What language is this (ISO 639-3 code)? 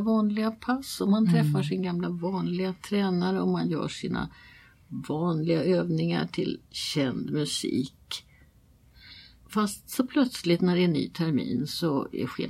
swe